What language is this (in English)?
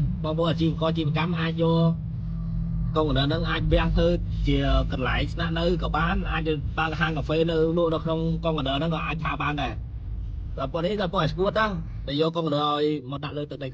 Khmer